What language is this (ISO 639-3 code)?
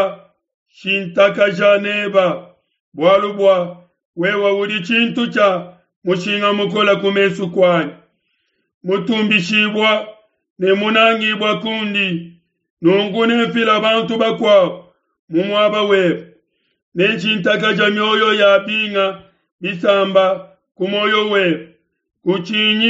lua